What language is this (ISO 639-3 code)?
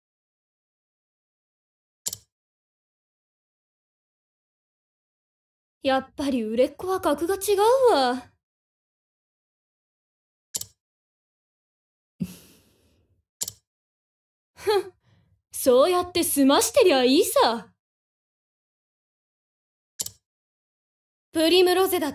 jpn